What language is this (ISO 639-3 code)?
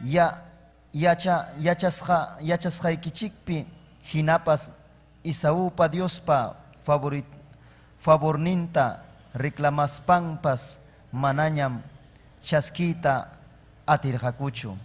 quy